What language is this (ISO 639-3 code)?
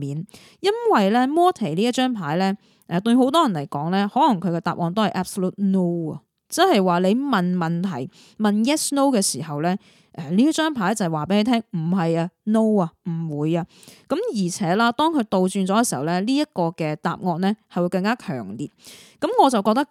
yue